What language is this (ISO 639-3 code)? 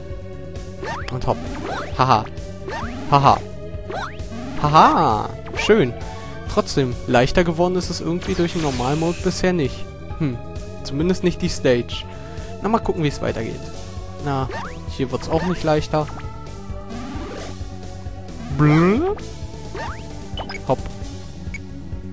deu